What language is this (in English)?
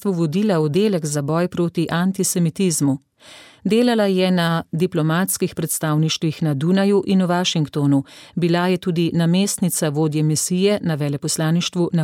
Slovenian